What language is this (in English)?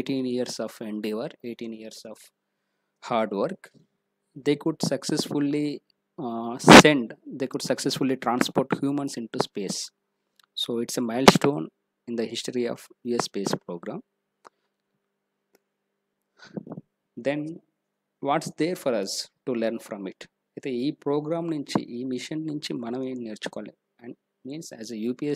Telugu